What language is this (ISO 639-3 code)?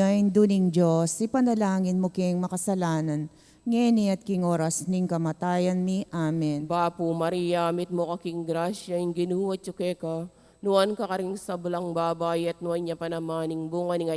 pam